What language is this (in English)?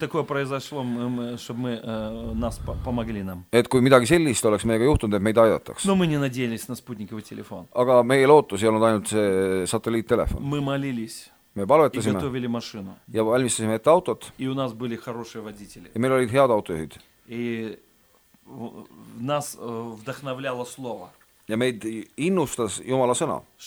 Estonian